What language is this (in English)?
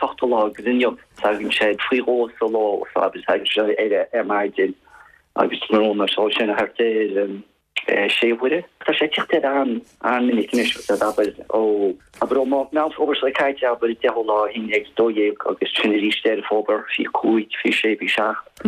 Irish